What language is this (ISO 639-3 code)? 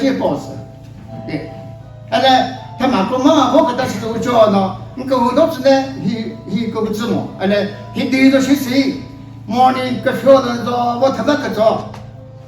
nri